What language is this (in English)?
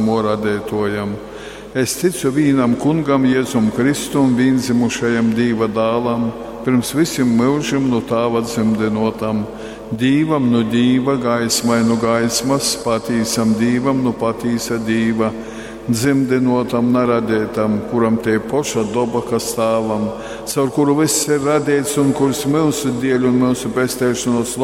Latgalian